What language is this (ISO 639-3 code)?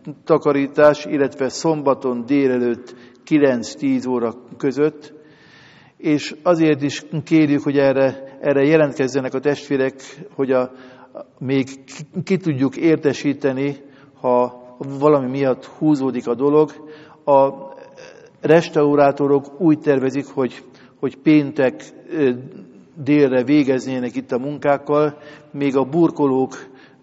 hun